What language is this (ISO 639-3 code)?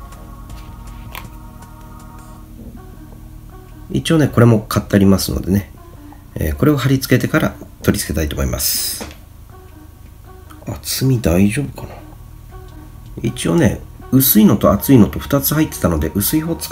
jpn